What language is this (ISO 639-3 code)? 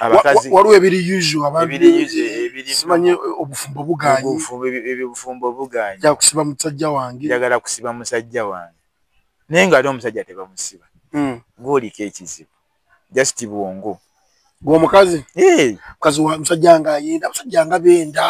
lug